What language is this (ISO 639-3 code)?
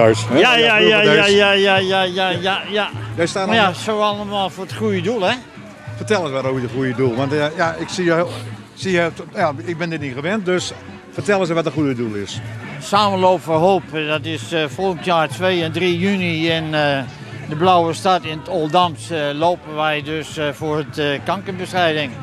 nld